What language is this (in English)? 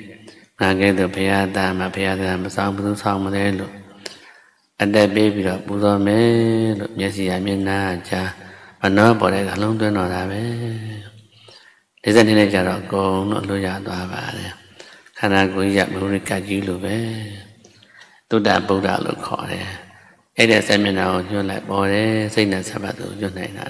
Burmese